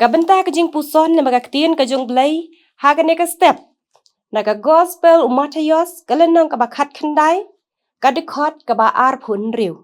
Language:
Khasi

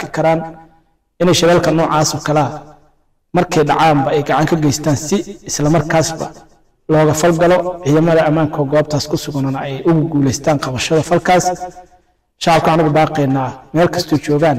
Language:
Somali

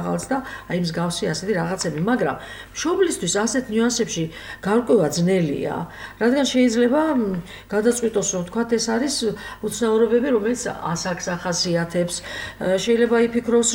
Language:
Georgian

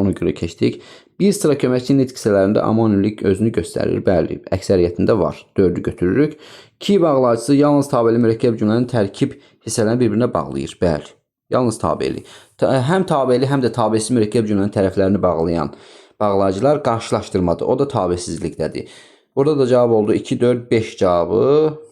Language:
Azerbaijani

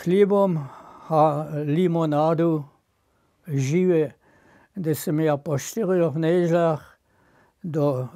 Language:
Upper Sorbian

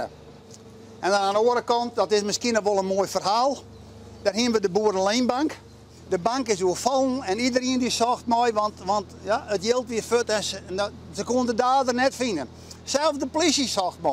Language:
Western Frisian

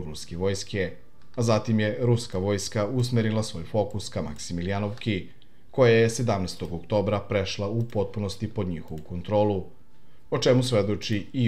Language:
Serbian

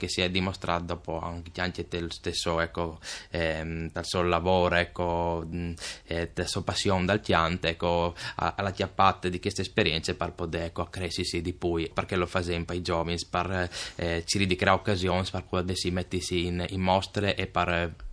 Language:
Friulian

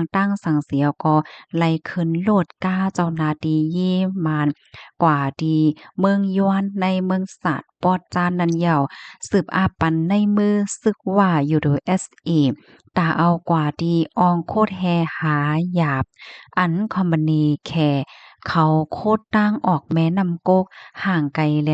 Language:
Shan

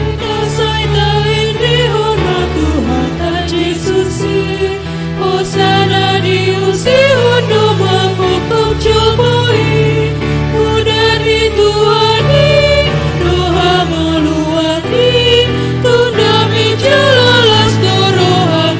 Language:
Batak Toba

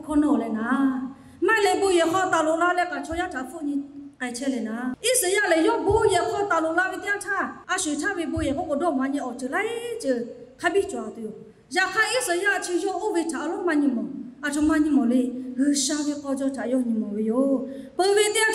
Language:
Lahu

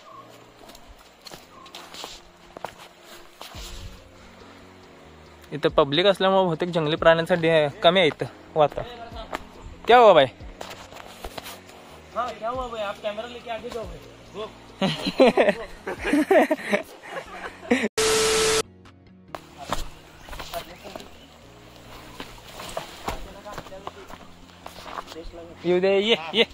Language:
Marathi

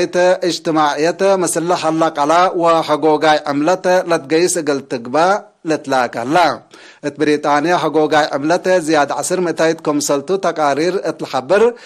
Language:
Tigre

